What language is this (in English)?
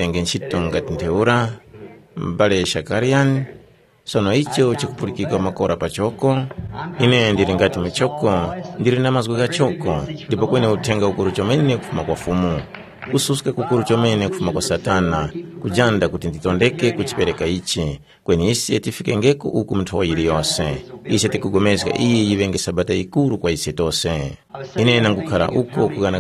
Tumbuka